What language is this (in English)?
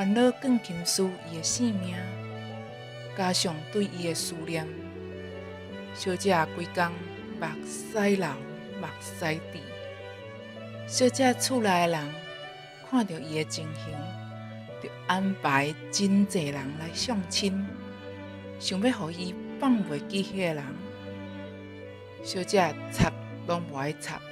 Min Nan Chinese